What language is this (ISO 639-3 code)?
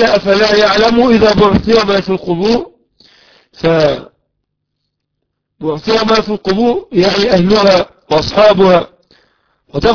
ara